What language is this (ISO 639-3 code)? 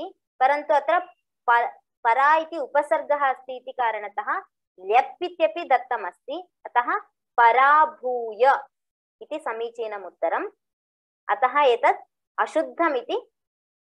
san